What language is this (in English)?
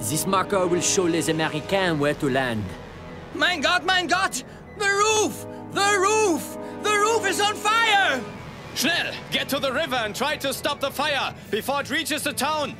Bavarian